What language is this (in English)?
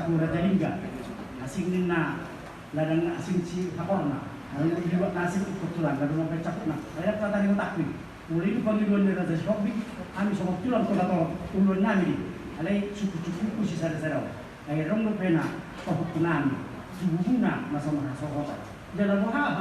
Batak Toba